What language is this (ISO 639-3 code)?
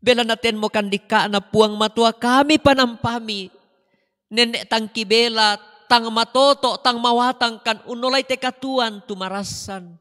sda